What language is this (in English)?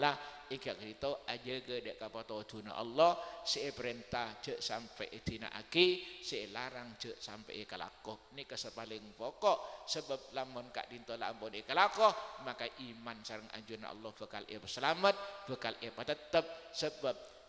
Madurese